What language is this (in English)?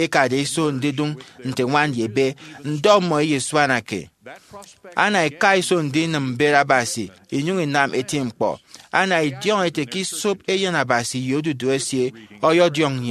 Efik